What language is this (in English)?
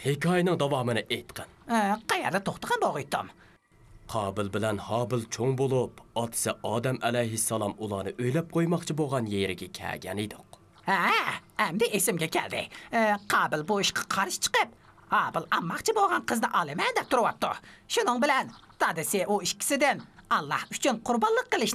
Uyghur